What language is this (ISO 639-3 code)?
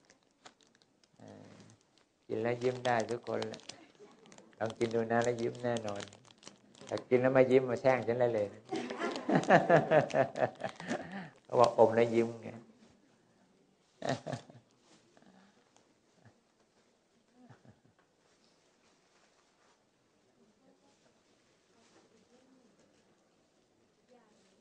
tha